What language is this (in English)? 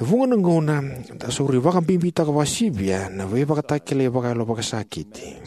Fijian